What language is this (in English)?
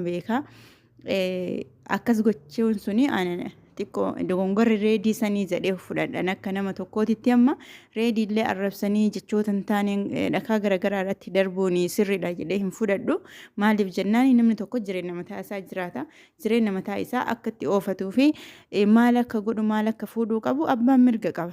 Oromo